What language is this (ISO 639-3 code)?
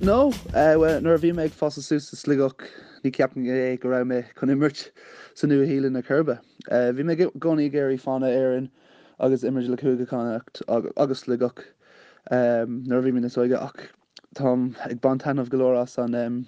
gle